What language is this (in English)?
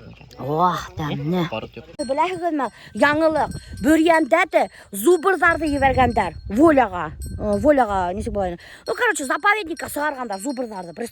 Bashkir